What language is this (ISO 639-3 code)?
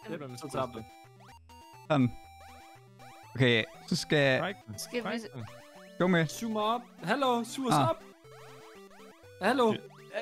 dan